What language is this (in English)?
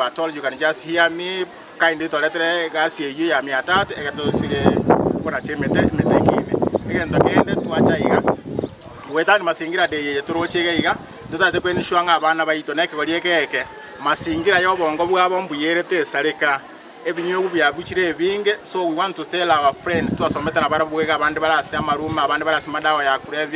Gusii